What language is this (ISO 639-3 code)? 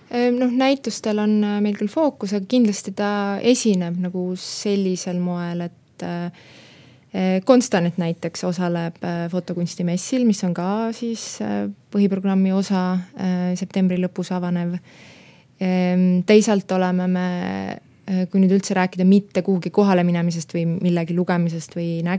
est